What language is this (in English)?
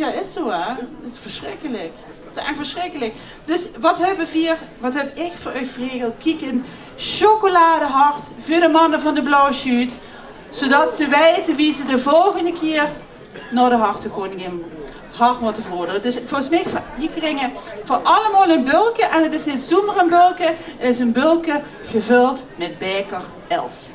Limburgish